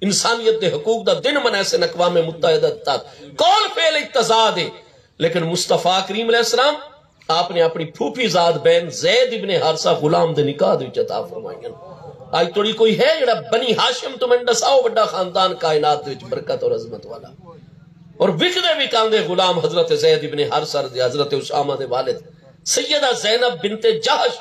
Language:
Saraiki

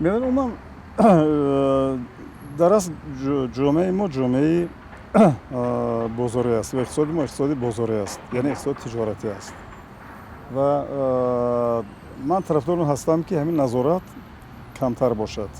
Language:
Tajik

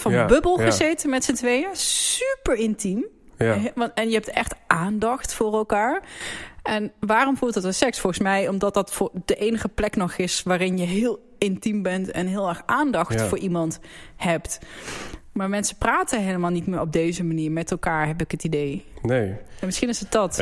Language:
Dutch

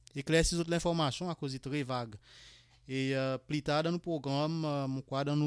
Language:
Seselwa Creole French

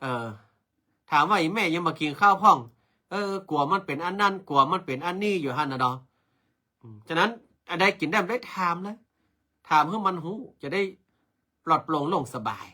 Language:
Northern Thai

